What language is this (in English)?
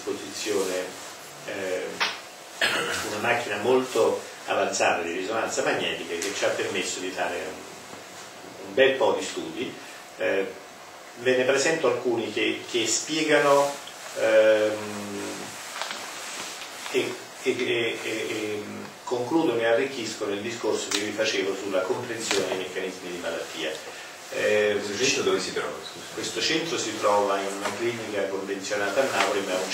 Italian